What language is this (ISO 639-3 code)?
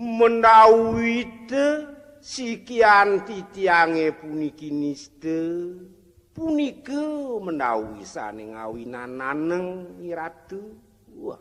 ban